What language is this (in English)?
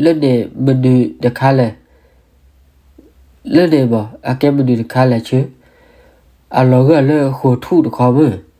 S'gaw Karen